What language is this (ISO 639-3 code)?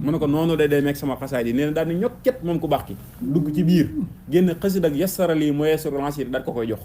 wol